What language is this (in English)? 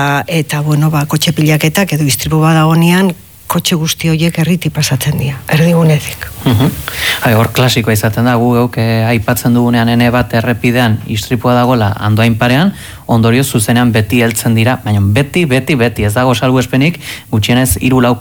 Basque